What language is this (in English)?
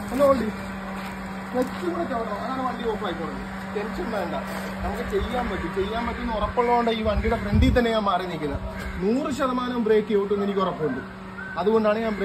Malayalam